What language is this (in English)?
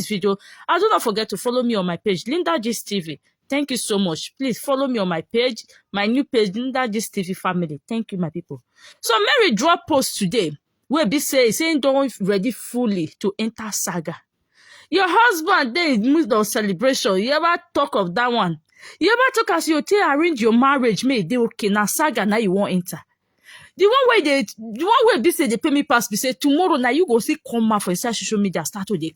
Nigerian Pidgin